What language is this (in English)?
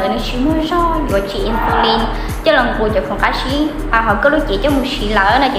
Hmong